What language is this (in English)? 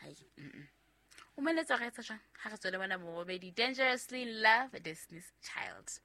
Southern Sotho